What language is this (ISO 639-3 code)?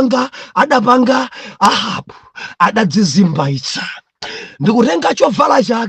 nya